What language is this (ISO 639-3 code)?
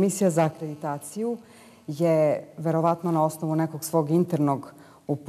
srp